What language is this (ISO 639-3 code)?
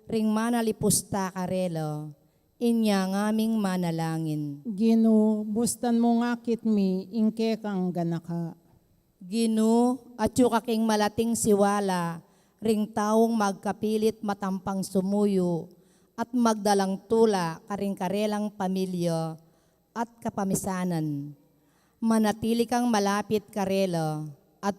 pam